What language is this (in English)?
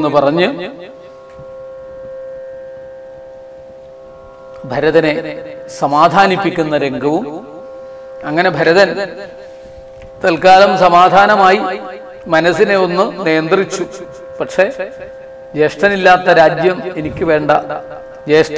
Malayalam